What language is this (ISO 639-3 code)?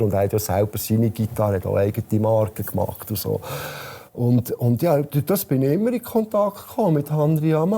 gsw